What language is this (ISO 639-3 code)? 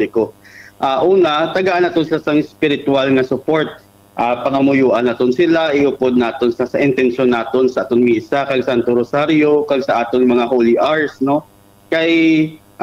hil